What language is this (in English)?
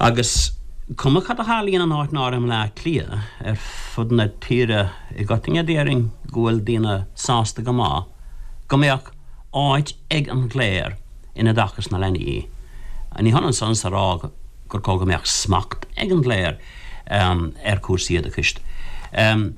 Irish